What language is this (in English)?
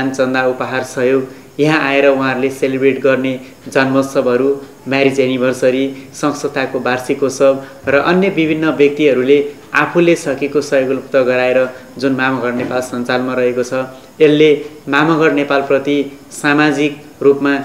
Nepali